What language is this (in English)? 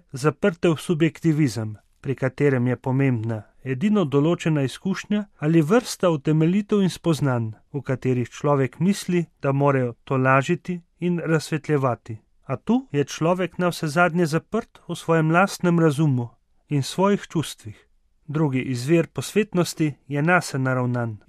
Slovenian